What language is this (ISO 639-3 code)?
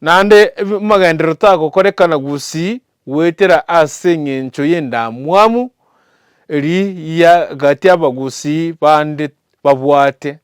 guz